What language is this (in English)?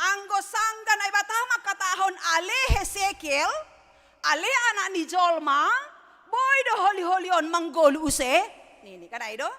Batak Simalungun